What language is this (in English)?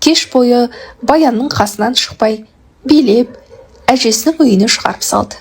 Kazakh